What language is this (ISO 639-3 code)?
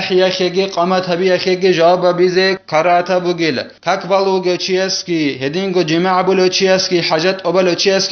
ava